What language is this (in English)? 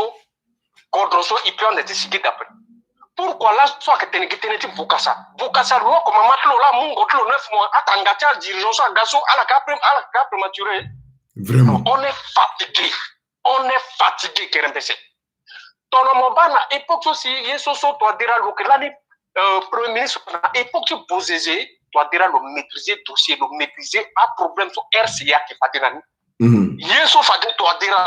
Sango